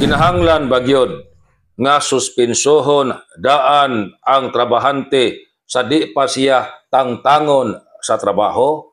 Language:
Cebuano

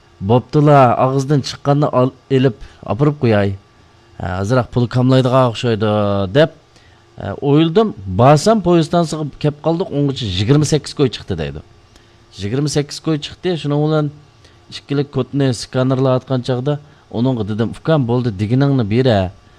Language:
Uyghur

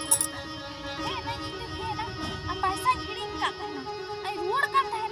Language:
Santali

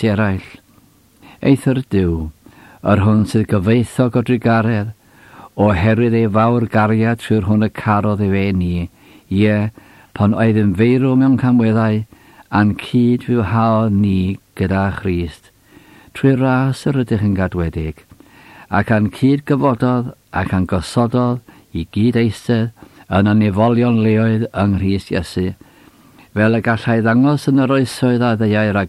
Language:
Welsh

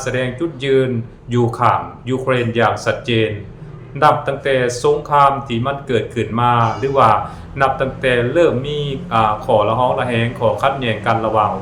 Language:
Lao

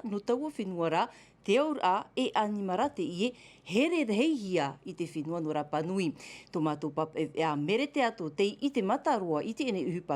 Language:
Tahitian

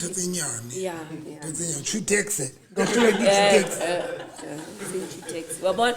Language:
Southern Sotho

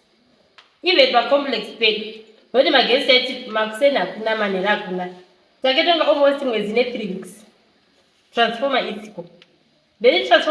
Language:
Shona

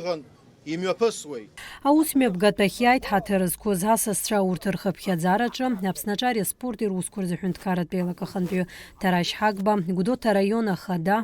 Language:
Abkhazian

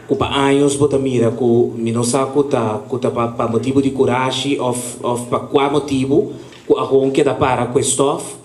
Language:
Papiamento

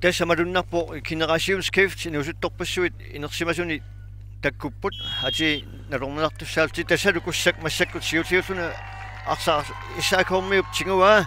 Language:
Kalaallisut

